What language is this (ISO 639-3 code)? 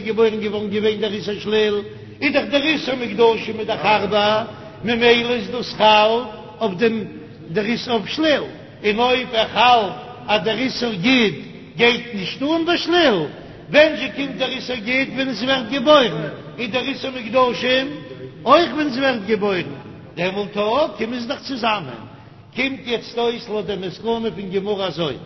yid